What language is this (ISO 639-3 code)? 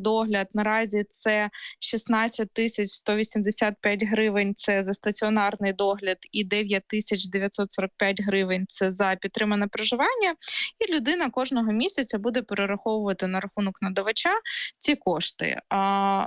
ukr